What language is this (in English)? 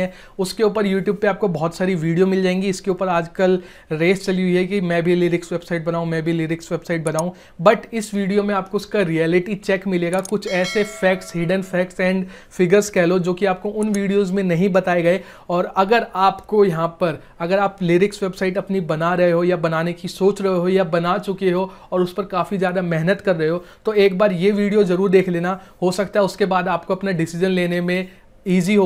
Hindi